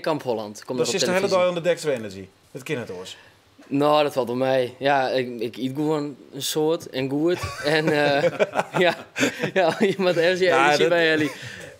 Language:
Western Frisian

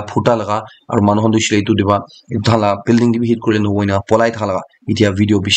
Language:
Naga Pidgin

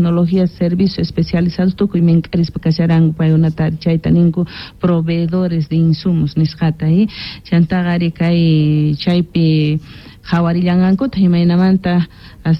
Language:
Quechua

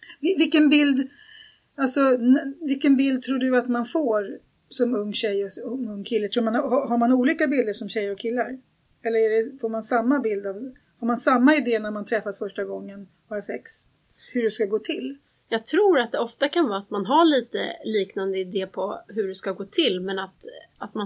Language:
Swedish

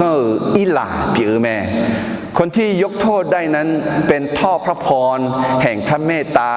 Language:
Akha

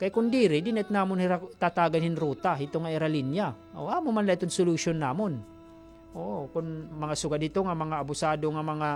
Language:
Waray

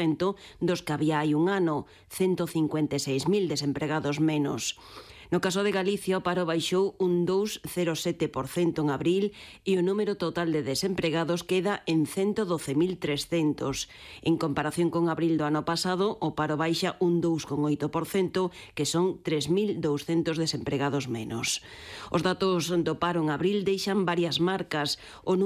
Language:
Galician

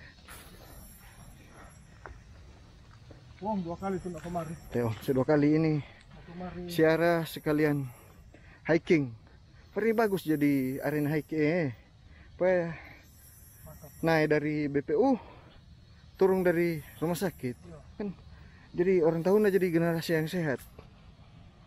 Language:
Manado Malay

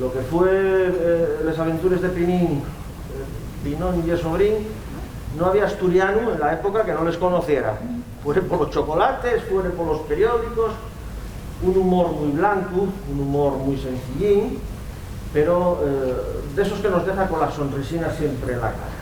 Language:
Asturian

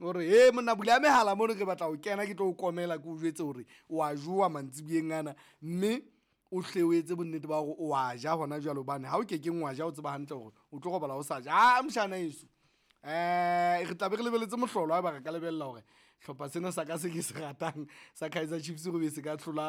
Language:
Southern Sotho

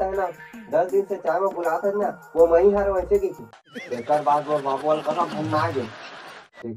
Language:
Chhattisgarhi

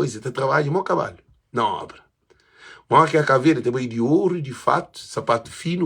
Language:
Kabuverdianu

